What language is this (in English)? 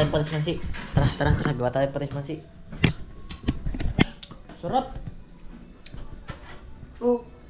Filipino